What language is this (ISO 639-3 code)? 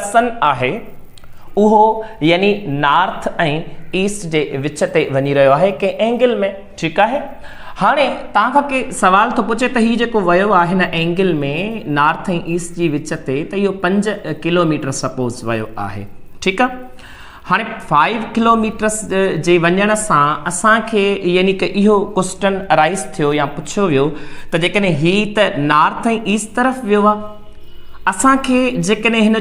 snd